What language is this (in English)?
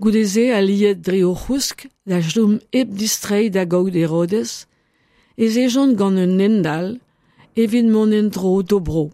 Breton